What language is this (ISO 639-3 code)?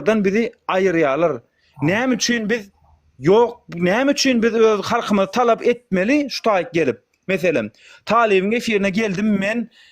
tuk